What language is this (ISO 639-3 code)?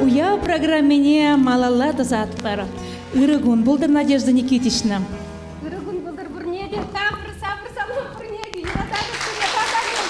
chv